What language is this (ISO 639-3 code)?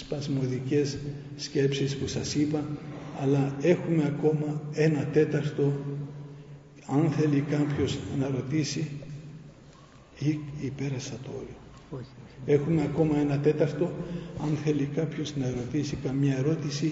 ell